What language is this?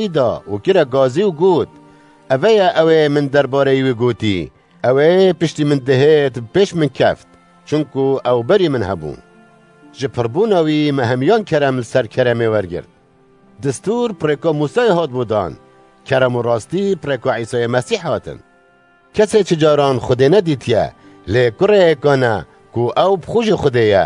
Kurdish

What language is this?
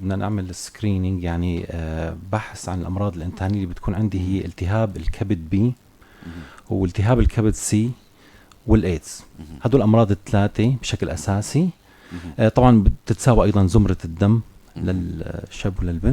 North Levantine Arabic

